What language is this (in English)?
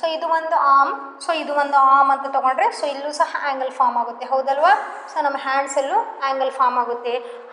Kannada